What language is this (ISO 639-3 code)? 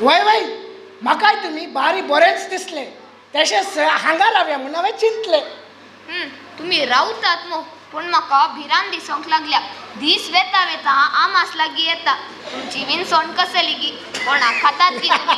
kok